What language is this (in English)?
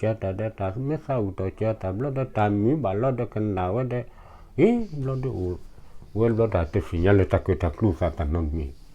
S'gaw Karen